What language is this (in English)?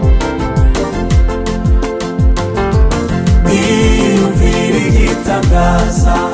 Kinyarwanda